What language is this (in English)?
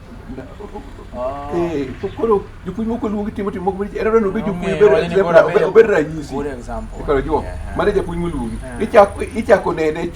Luo (Kenya and Tanzania)